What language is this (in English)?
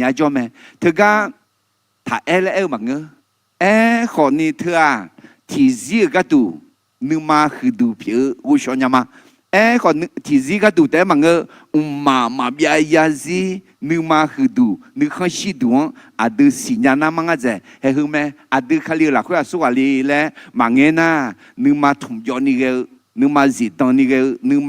Akha